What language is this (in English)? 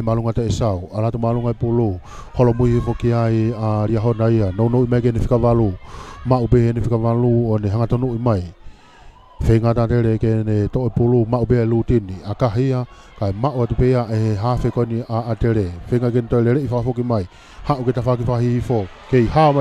Tongan